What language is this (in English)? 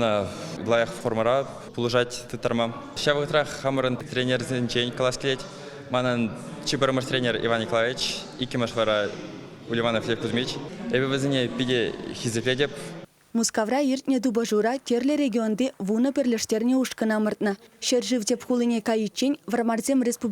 Chuvash